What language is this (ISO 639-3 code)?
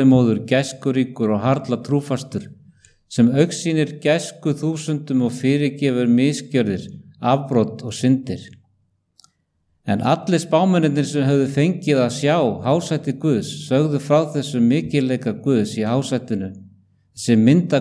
isl